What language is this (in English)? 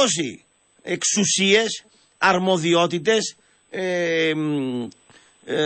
Greek